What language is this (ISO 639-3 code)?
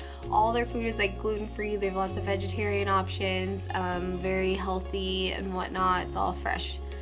eng